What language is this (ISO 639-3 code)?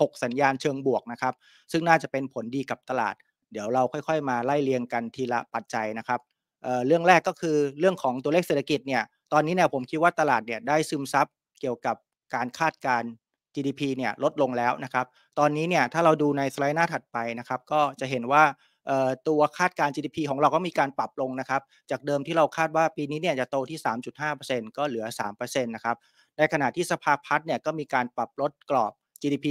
tha